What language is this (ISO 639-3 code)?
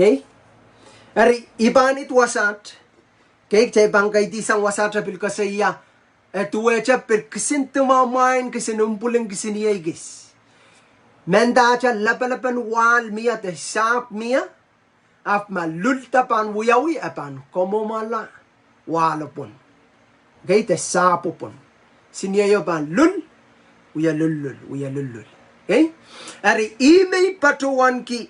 pon